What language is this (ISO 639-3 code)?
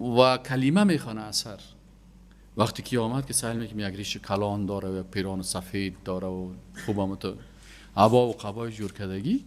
fas